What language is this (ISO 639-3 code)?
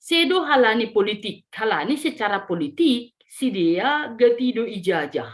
bts